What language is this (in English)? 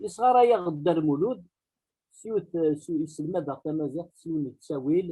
Kabyle